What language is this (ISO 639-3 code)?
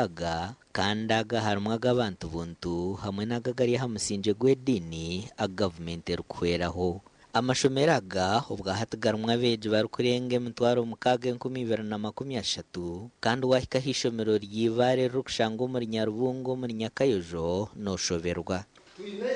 nyn